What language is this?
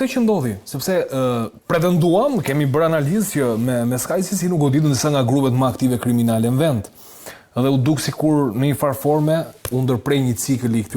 Albanian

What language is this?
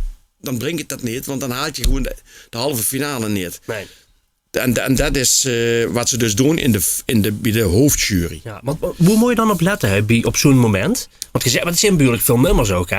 Limburgish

